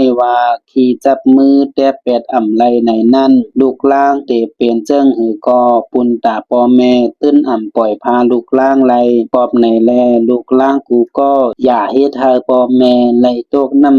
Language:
Shan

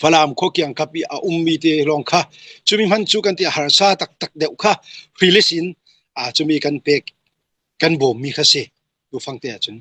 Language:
Hakha Chin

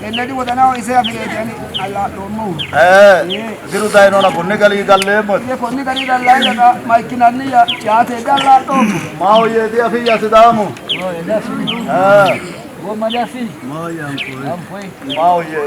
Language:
Sidamo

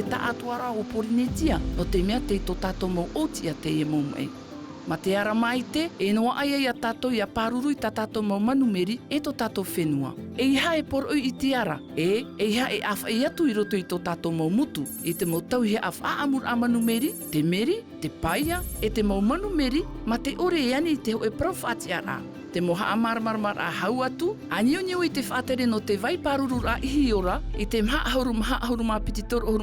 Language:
Tahitian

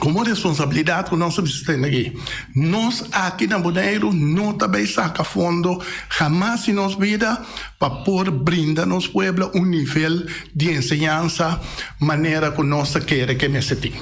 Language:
Papiamento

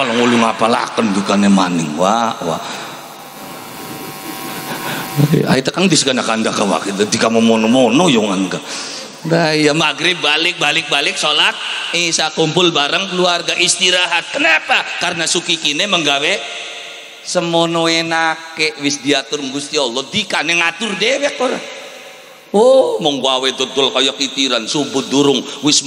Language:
Javanese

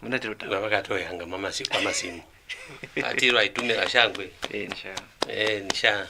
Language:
Lozi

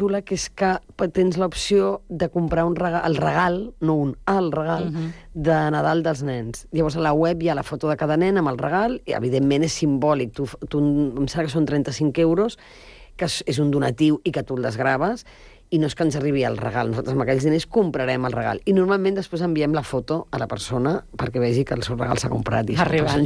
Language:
Catalan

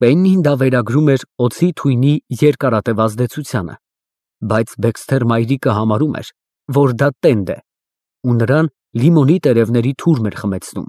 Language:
Armenian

